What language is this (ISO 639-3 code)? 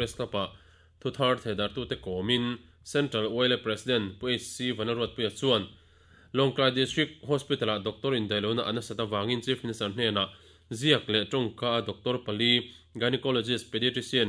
lus